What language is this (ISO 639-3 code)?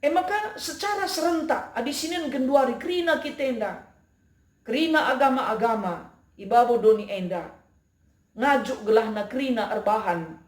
btx